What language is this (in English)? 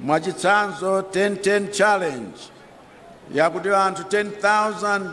Nyanja